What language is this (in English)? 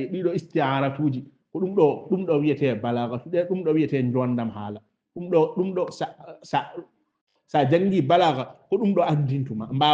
Fula